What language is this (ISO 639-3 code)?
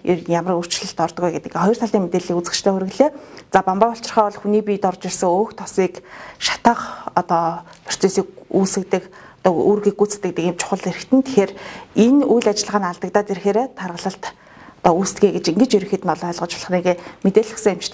mon